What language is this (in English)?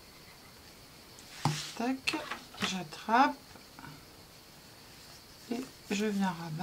French